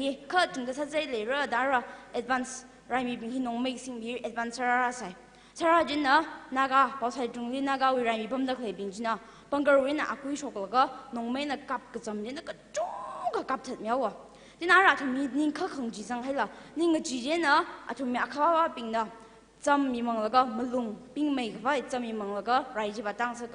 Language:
Tangkhul Naga (India)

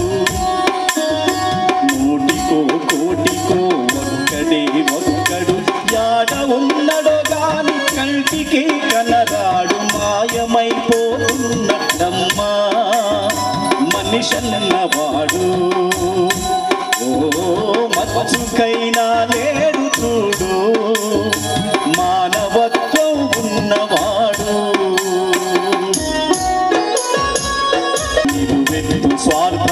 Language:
Telugu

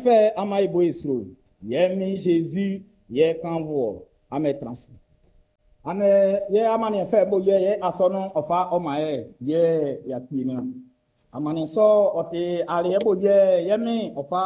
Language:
Baoulé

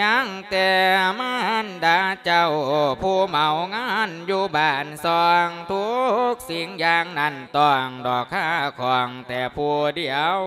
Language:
Lao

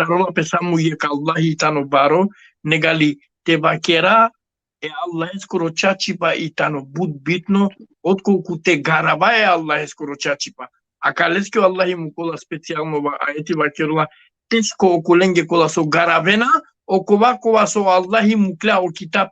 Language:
Balkan Romani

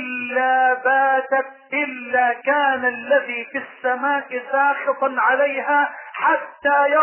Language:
Arabic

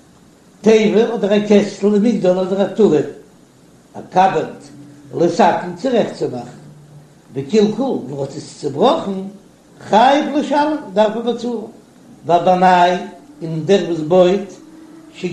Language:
Yiddish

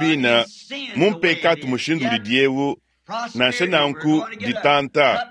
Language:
Luba-Lulua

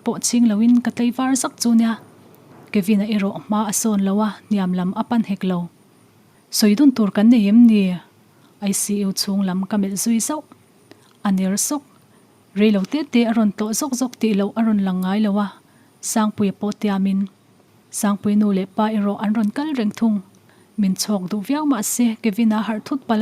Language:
Mizo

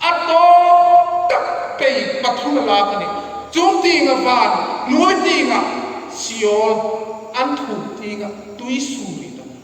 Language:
Hmar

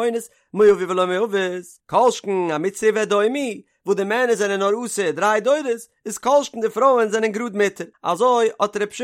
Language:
Yiddish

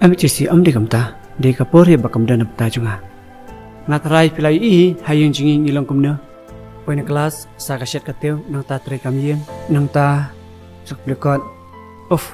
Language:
Khasi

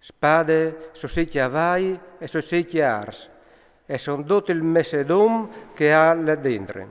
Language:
Friulian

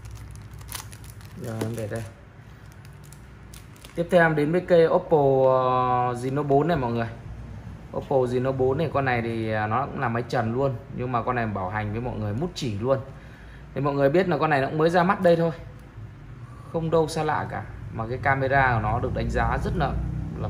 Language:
Vietnamese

